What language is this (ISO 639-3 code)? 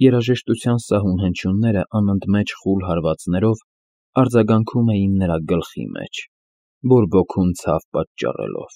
hye